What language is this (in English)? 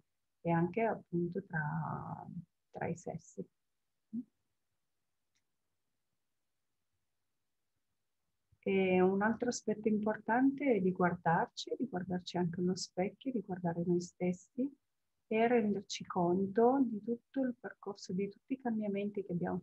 Italian